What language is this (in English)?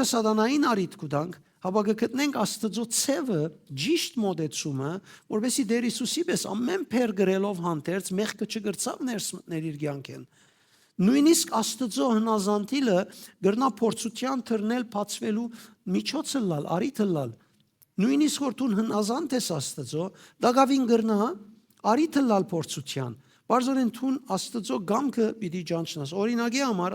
Western Armenian